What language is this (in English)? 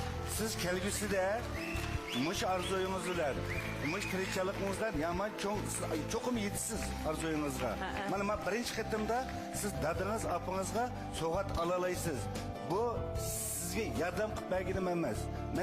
Uyghur